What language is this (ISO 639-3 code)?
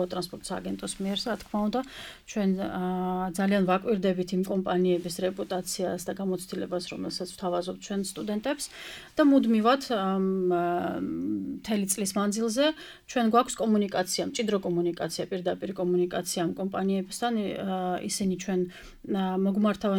kat